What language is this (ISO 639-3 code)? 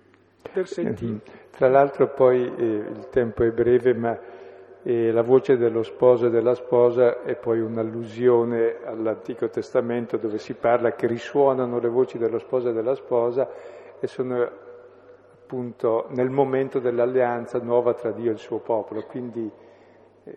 ita